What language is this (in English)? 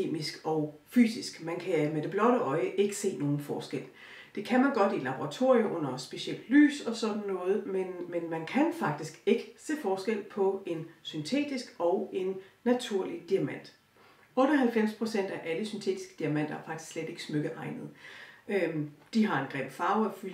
Danish